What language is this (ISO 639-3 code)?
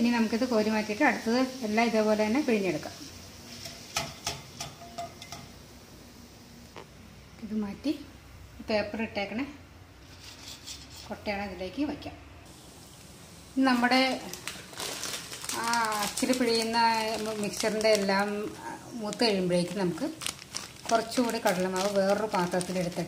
mal